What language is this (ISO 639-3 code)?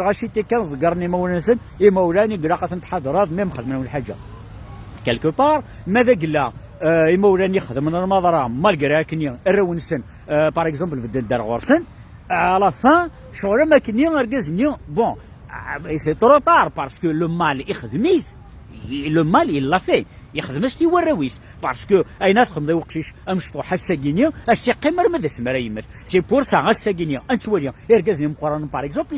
kab